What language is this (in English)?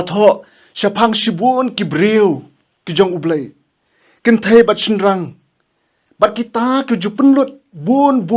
Khasi